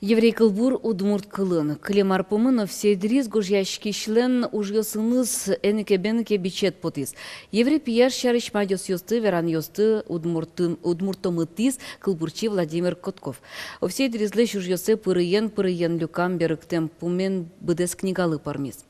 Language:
Udmurt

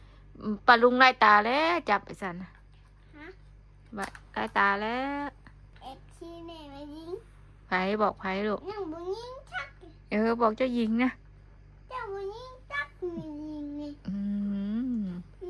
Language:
Northeastern Thai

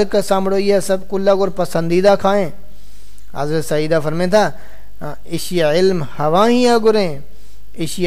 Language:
Saraiki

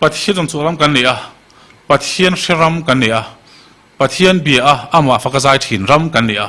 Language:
Mizo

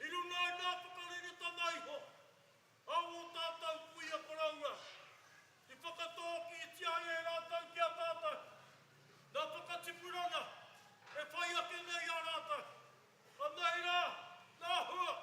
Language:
Māori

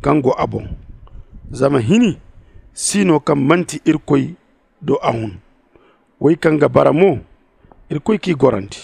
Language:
Zarma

